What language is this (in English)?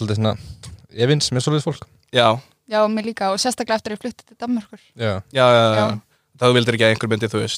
Icelandic